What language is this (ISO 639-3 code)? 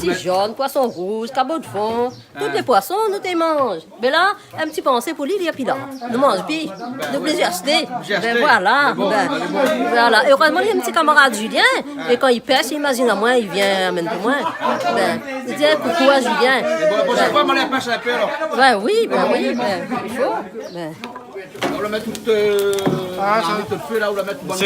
rcf